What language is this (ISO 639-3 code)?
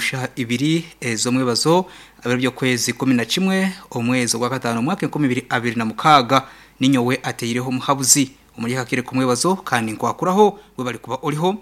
nyn